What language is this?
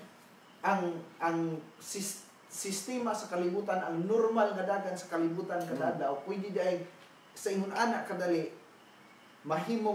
Cebuano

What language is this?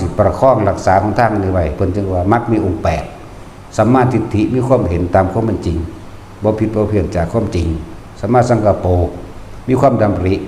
Lao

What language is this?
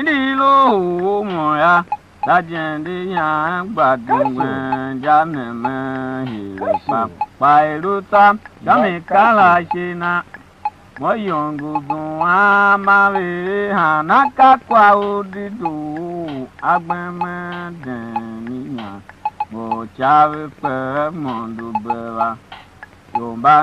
Tiv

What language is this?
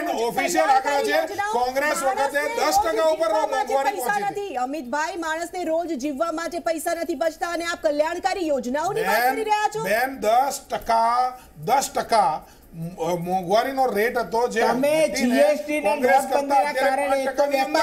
Gujarati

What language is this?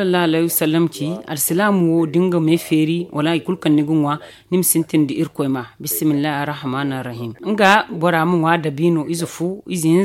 Zarma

